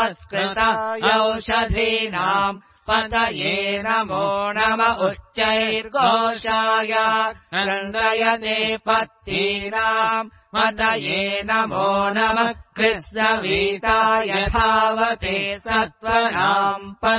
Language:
Sanskrit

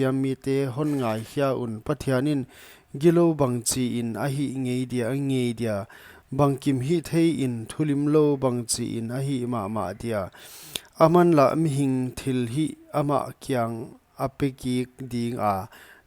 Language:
Paite Chin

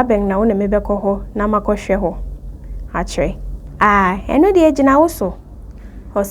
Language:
Akan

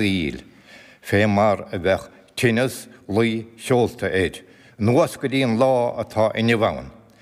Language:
Irish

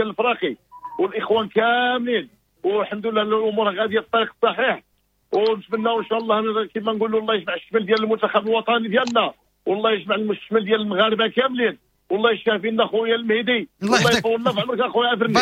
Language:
Moroccan Arabic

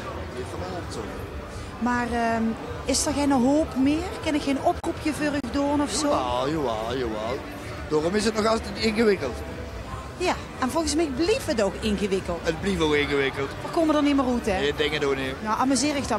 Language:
Limburgish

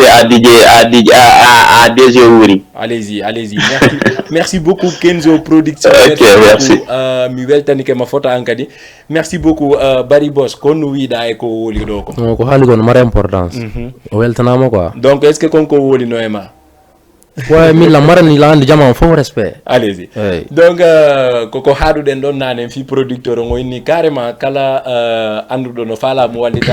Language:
Fula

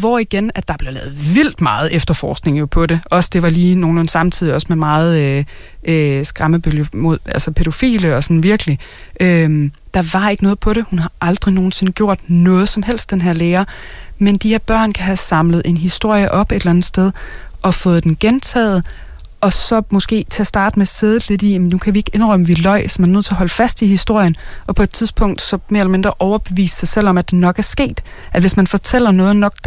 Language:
Danish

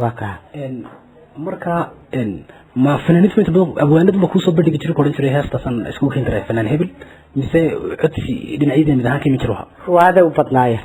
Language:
Somali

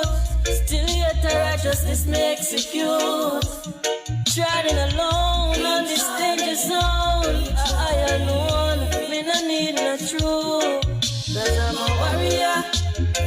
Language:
Jamaican Creole English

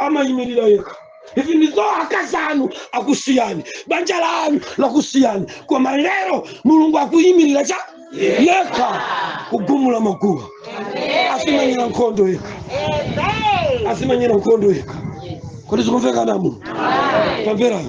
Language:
Nyanja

